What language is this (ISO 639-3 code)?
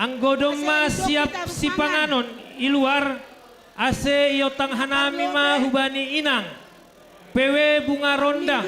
bts